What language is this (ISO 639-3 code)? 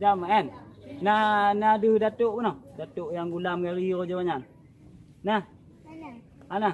ace